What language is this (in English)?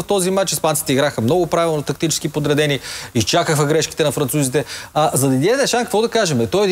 Bulgarian